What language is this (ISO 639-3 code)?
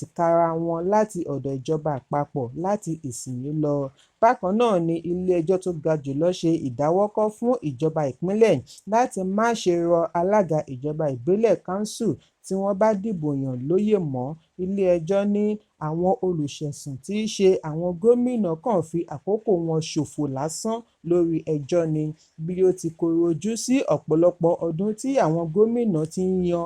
yor